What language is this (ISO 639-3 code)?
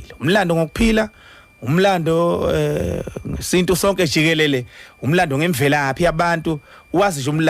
zul